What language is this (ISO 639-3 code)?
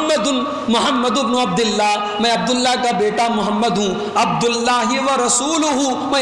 urd